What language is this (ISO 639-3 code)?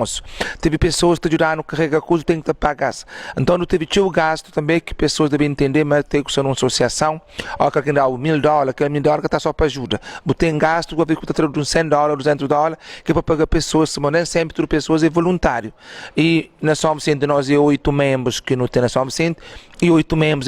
kea